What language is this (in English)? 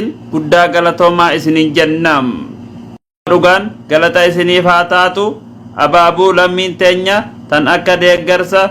Oromo